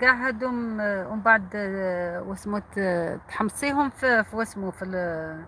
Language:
Algerian Arabic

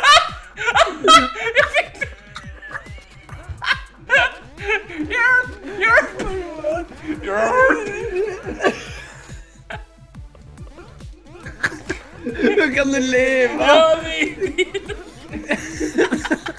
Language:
Swedish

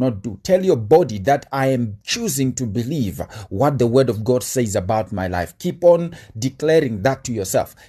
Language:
English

